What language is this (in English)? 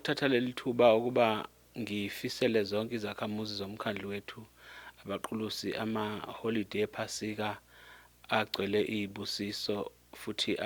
Zulu